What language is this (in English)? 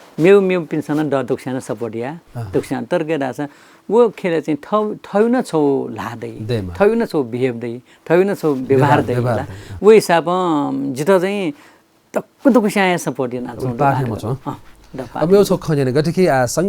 Newari